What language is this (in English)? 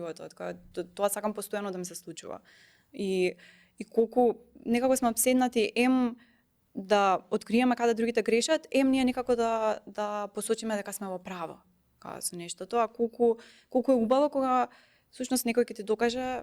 Macedonian